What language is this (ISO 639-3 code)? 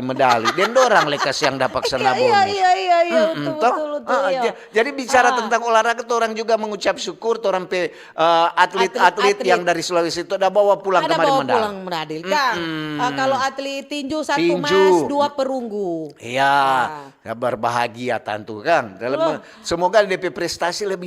xmm